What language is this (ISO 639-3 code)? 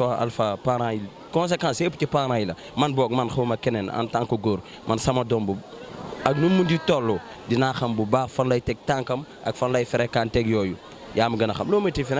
wol